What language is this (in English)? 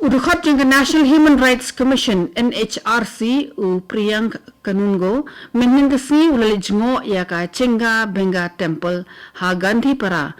Khasi